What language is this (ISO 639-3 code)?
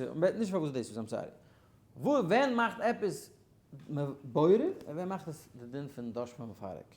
yid